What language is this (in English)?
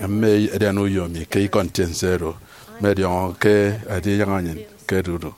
Efik